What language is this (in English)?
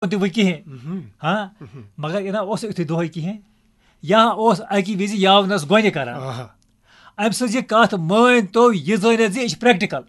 Kashmiri